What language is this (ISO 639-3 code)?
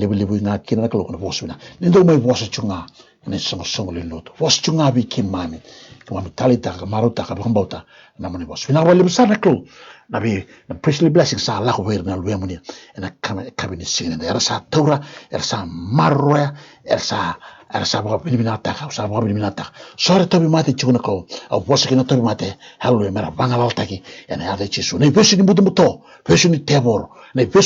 fij